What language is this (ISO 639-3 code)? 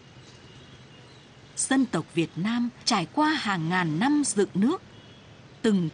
vie